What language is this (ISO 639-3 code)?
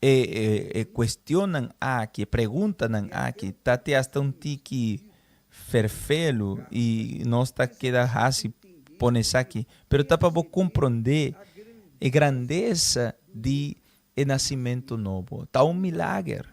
pap